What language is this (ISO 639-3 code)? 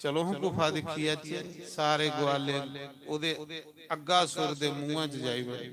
doi